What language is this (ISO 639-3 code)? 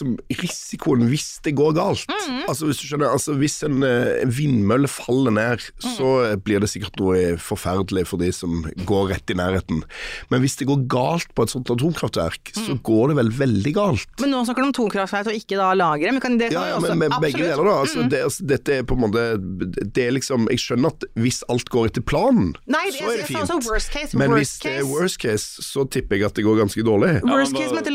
nor